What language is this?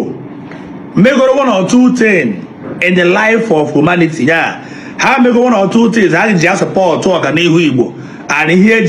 Igbo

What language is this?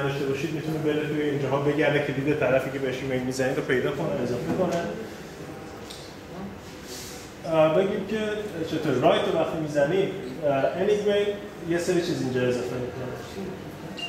Persian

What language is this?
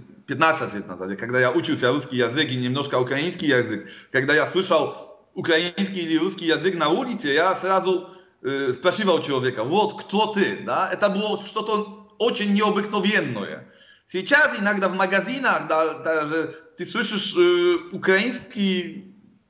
Russian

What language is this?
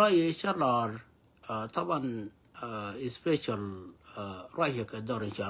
Nuer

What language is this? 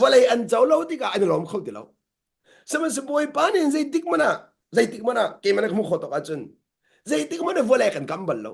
Hakha Chin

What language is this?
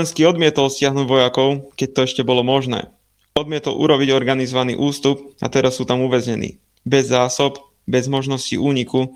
Slovak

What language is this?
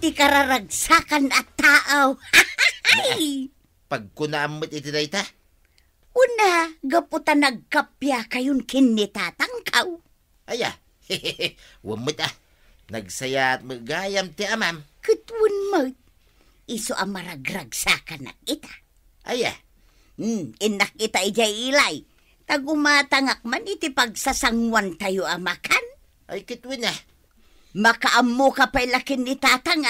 Iloko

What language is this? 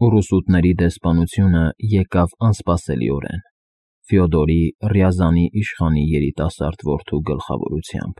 Armenian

